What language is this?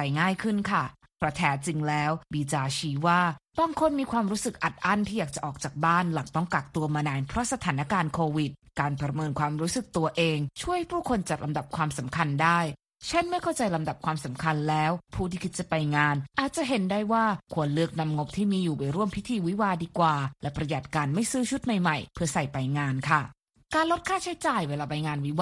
Thai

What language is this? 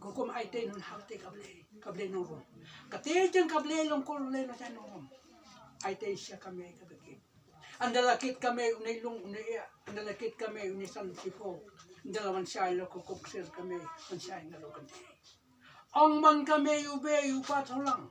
Khasi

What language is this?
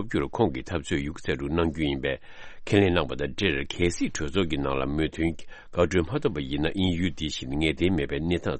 Tibetan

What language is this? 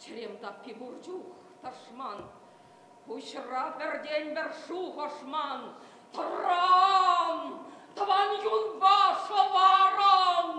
Chuvash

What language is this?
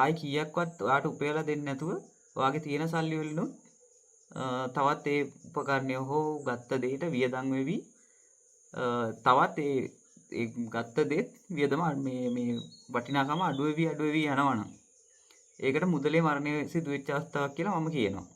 Sinhala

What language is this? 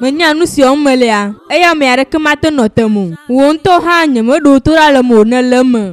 Ewe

